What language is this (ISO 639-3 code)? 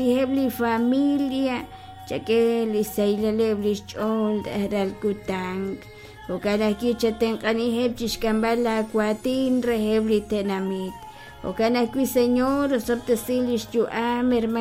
kek